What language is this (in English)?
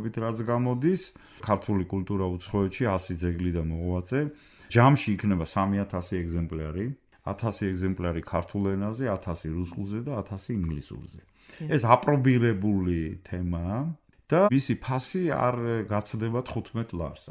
Georgian